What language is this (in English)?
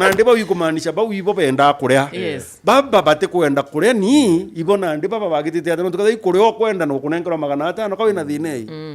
Meru